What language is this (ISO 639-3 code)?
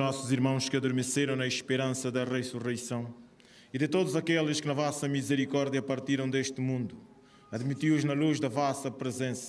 por